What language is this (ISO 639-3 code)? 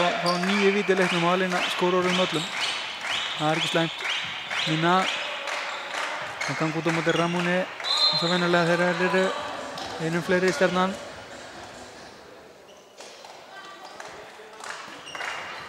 isl